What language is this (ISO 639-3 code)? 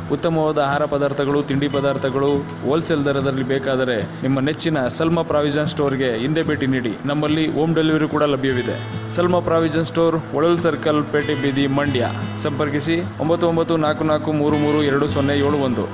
kan